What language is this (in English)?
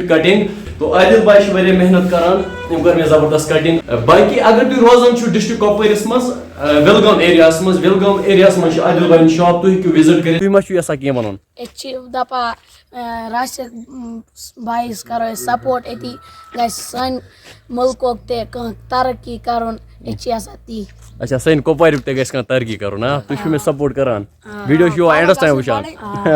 Kashmiri